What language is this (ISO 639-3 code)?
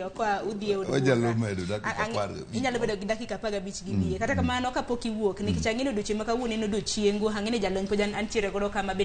luo